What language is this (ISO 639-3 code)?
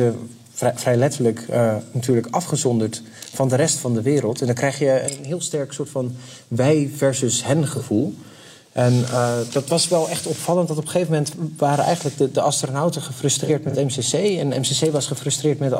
nld